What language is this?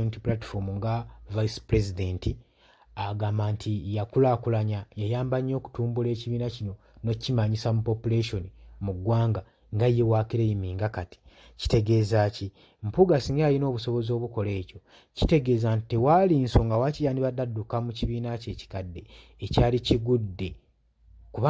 Ganda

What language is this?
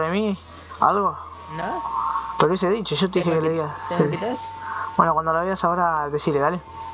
Spanish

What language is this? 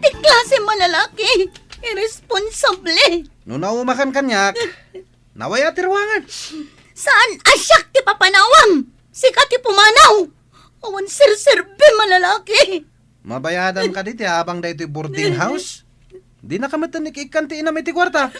Iloko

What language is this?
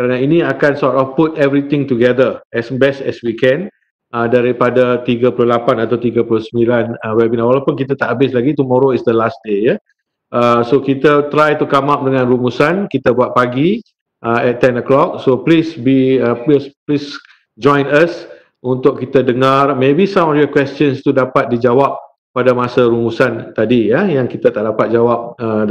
Malay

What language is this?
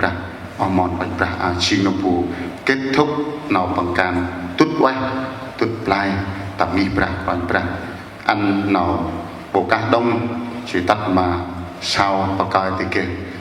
Central Mnong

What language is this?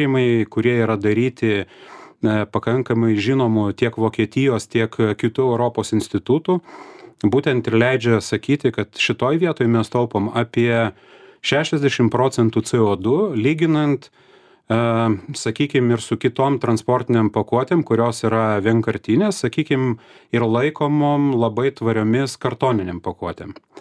Lithuanian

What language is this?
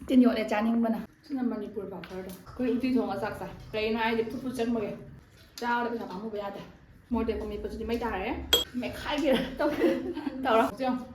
Manipuri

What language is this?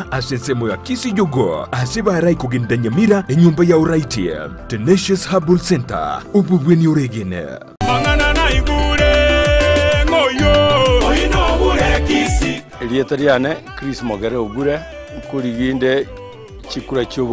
Gusii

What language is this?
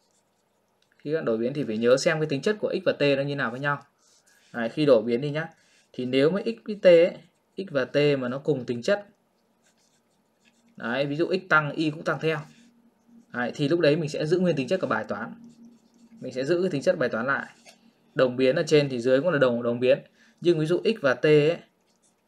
Vietnamese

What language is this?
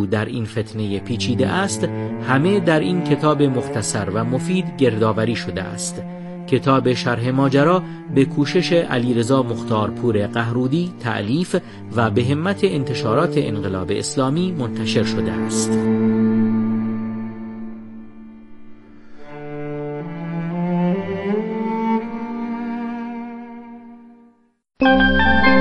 Persian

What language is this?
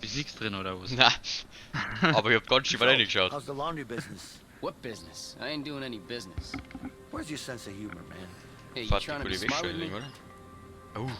Bavarian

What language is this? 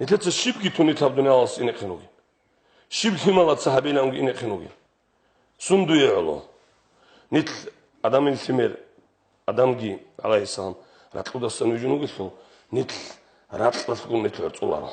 Avaric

